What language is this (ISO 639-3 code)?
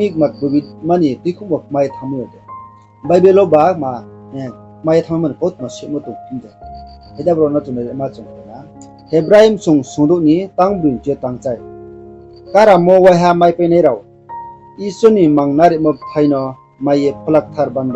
ria